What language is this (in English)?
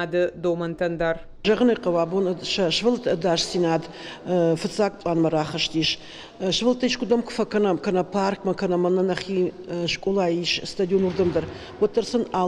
Ossetic